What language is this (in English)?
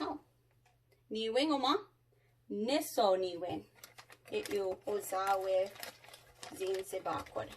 Chippewa